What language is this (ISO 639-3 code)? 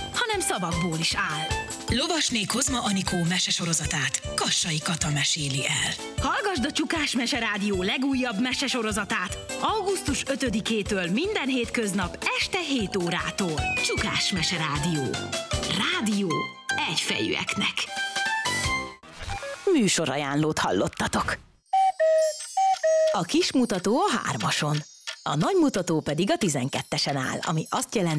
hun